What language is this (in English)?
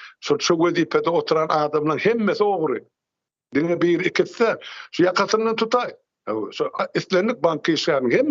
Turkmen